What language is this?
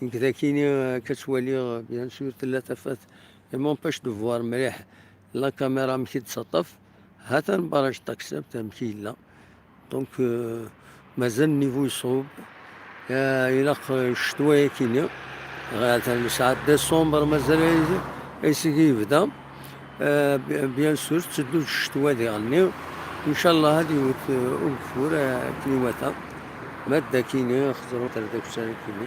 Kabyle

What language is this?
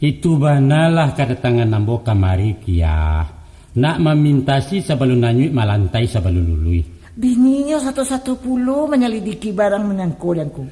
Minangkabau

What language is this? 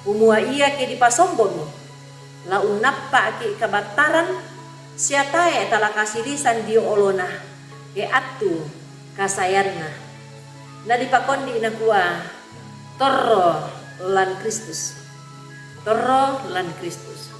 Toraja-Sa'dan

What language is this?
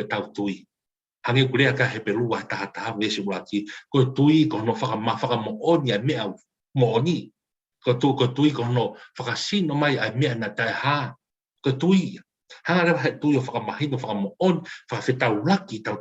Tongan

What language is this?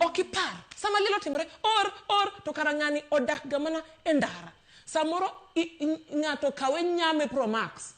Luo (Kenya and Tanzania)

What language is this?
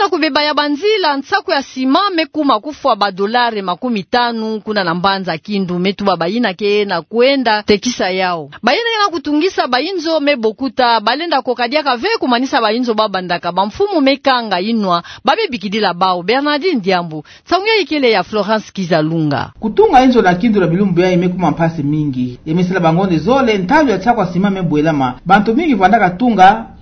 Kituba (Democratic Republic of Congo)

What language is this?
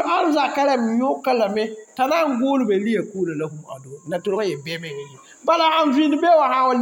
Mossi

